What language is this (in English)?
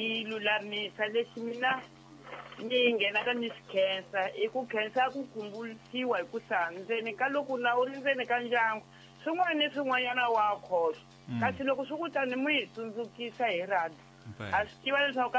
Tsonga